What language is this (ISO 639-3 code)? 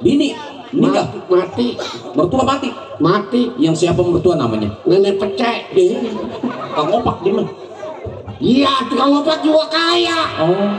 bew